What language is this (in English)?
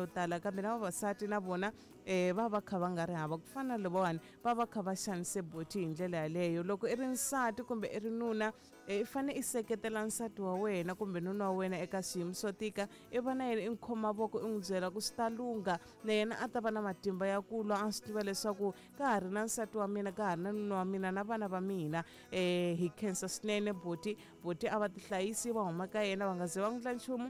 Tsonga